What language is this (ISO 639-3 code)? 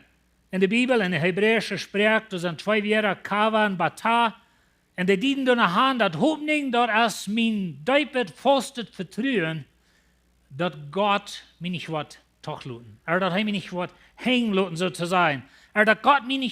pdt